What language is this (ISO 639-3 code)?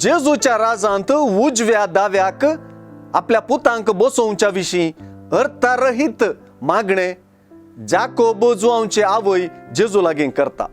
kok